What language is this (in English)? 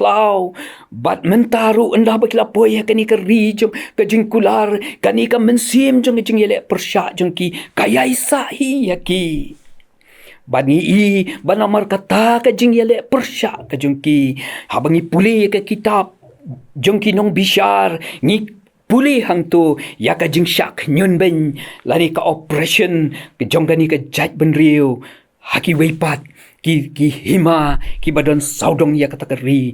Khasi